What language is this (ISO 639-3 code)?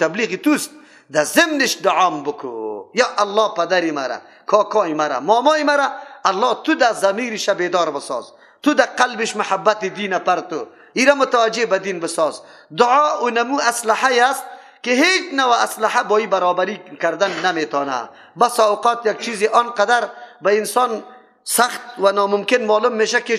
fas